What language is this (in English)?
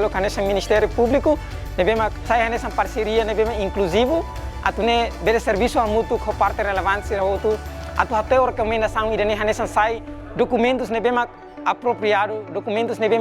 Tetum